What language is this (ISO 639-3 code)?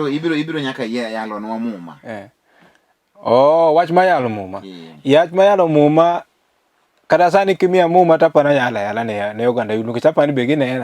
luo